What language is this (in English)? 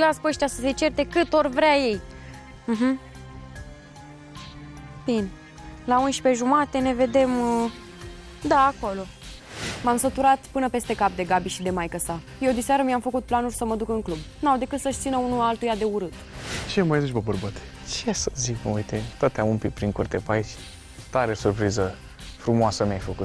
Romanian